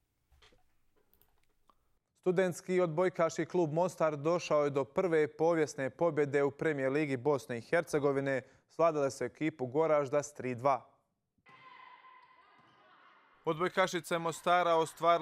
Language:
Croatian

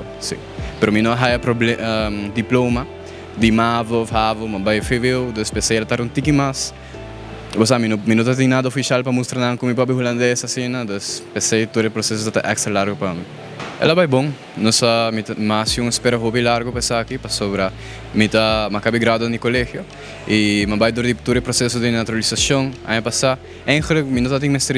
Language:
Papiamento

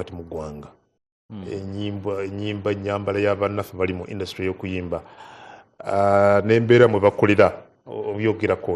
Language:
Ganda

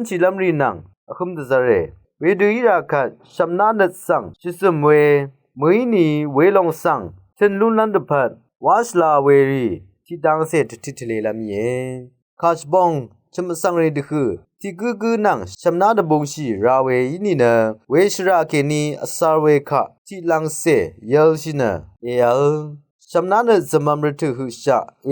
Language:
Rawang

